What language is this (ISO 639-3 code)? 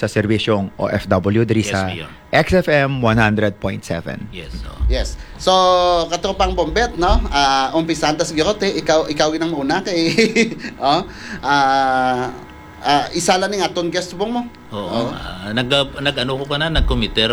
hil